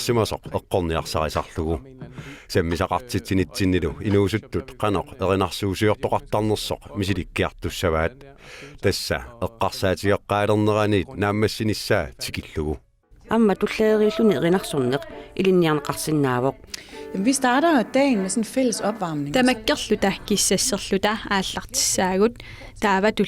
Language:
Kalaallisut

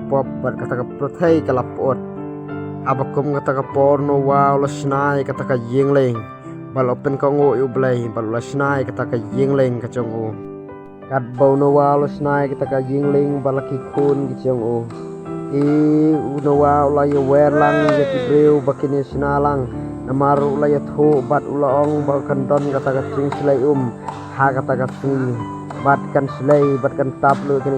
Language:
Khasi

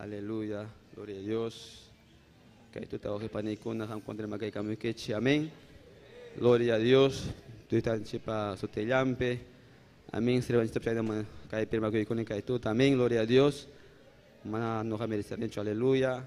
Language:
Ayacucho Quechua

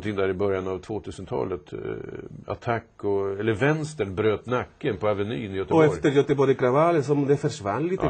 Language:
Swedish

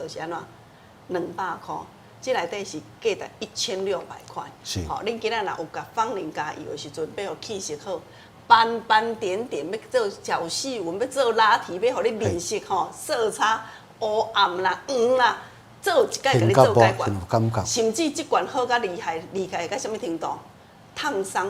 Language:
Min Nan Chinese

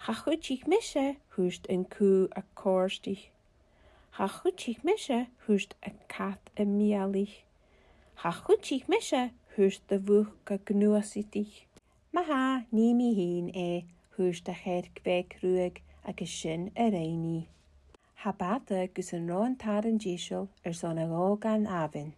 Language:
Scottish Gaelic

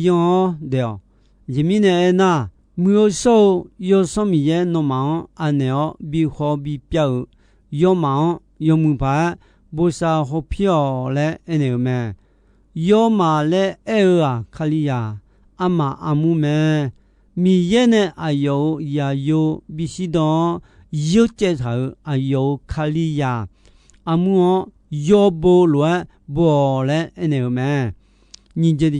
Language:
Akha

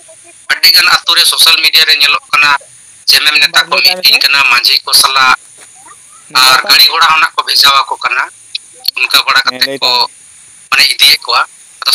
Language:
Santali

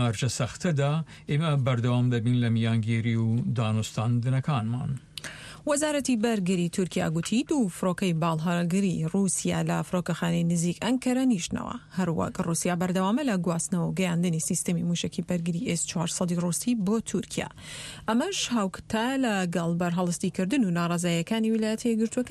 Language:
Central Kurdish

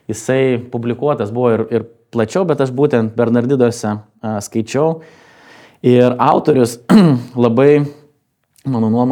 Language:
Lithuanian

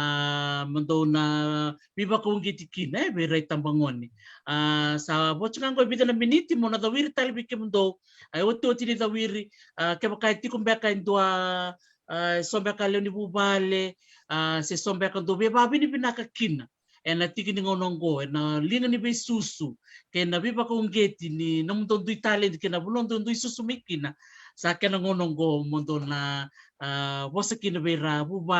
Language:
Fijian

